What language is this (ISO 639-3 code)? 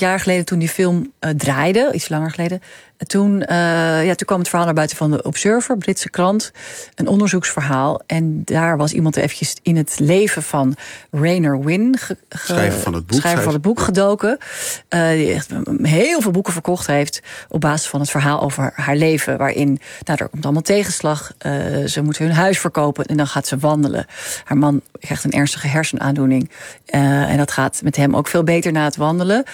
nld